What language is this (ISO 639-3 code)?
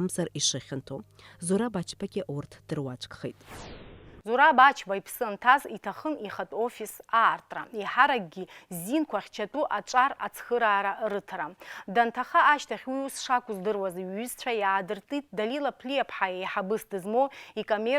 abk